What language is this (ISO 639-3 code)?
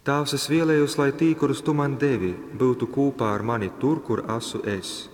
ltg